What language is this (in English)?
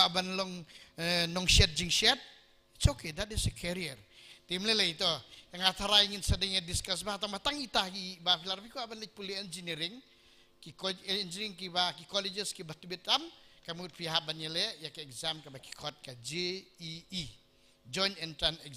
Khasi